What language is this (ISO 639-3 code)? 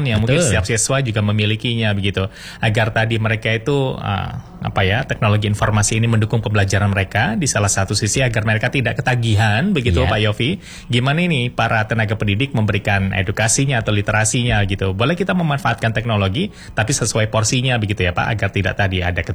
ind